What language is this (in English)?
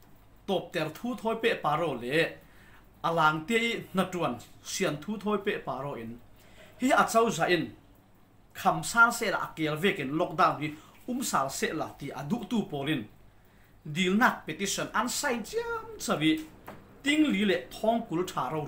Falam Chin